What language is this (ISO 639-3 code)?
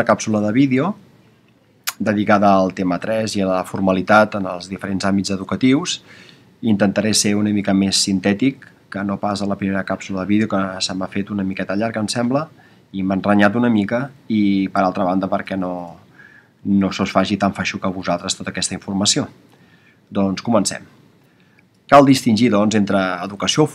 cat